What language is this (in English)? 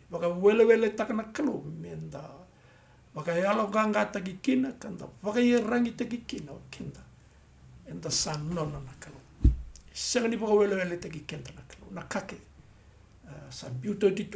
Fijian